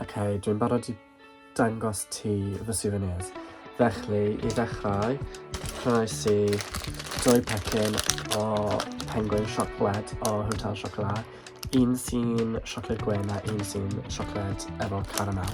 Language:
Welsh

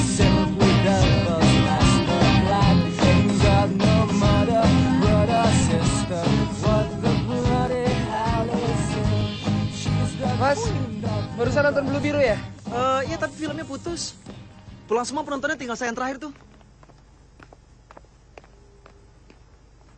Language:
Indonesian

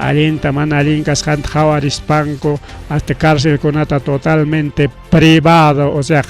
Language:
Ayacucho Quechua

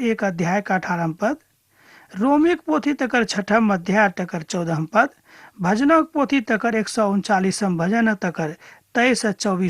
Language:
Maithili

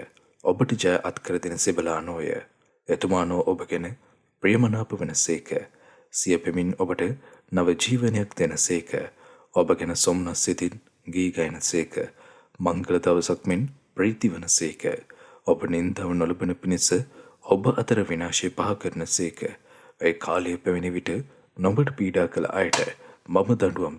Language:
Sinhala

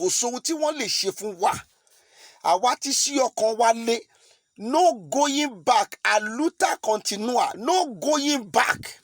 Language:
Yoruba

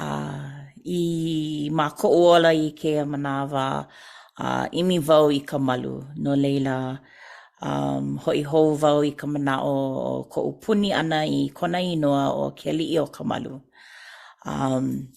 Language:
Hawaiian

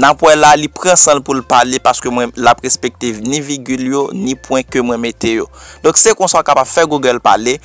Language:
Haitian Creole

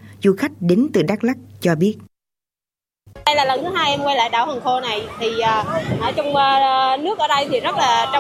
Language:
Vietnamese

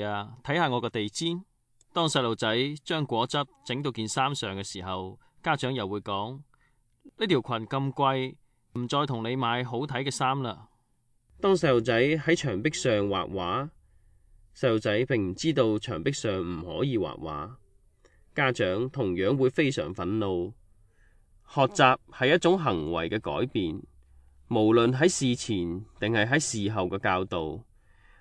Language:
Cantonese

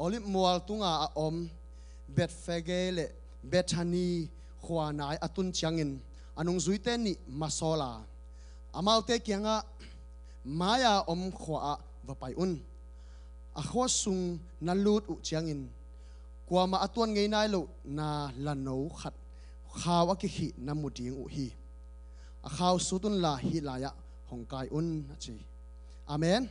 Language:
Tedim Chin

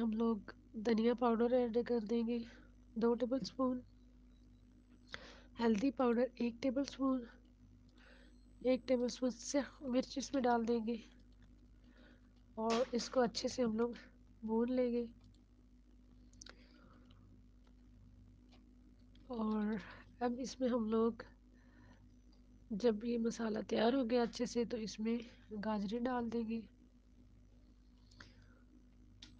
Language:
Urdu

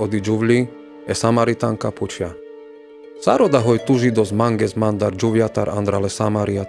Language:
Carpathian Romani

